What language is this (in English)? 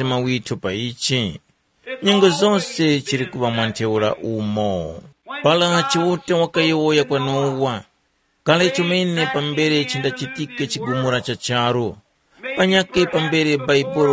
Tumbuka